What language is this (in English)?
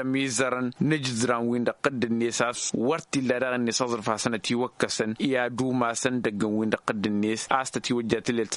Tamasheq